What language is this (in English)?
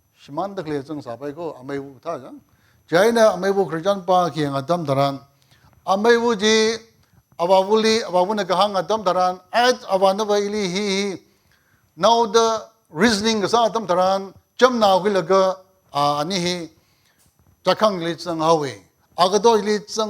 Tangkhul Naga (India)